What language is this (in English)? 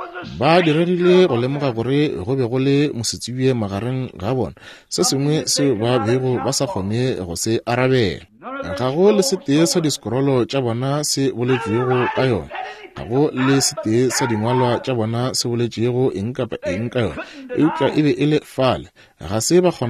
Northern Sotho